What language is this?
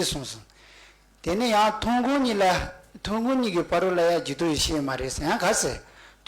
Tibetan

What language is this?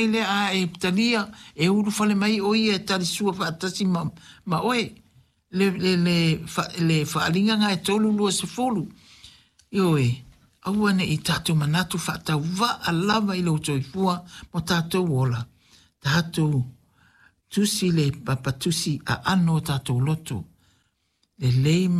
Samoan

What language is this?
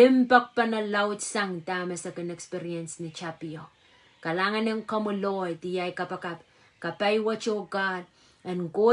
Pohnpeian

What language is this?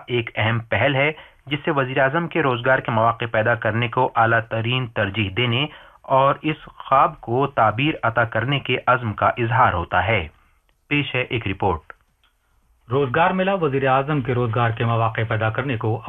Urdu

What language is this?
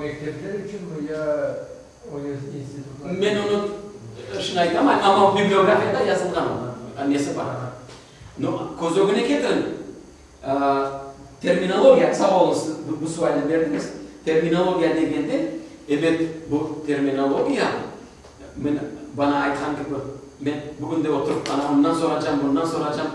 Crimean Tatar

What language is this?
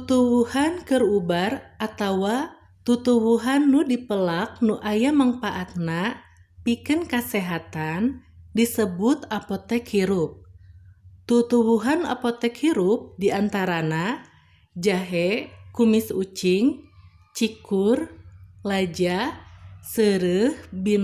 Sundanese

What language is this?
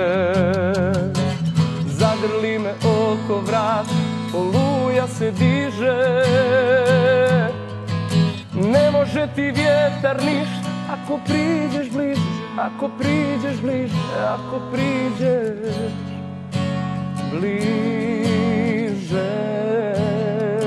Serbian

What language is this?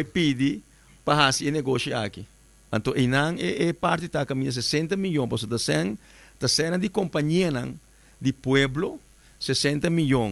Papiamento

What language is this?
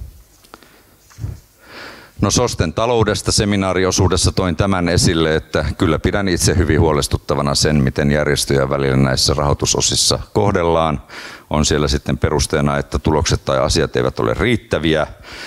Finnish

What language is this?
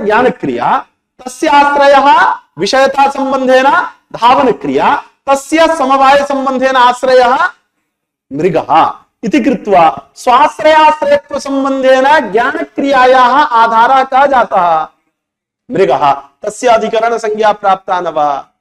Sanskrit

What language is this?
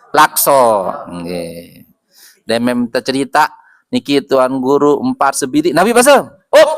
Sasak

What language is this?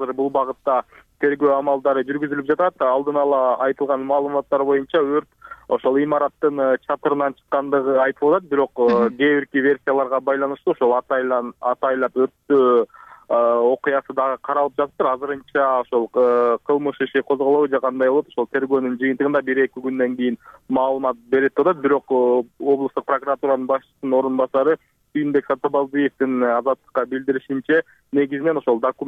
Kyrgyz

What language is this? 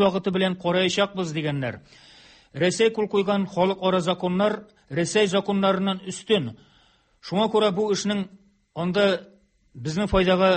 Tatar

